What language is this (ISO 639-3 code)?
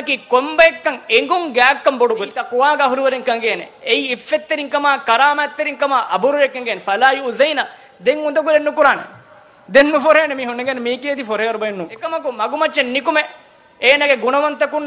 div